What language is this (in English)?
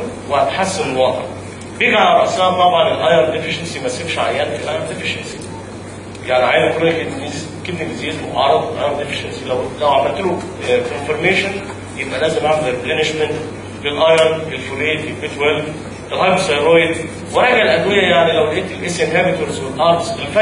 Egyptian Arabic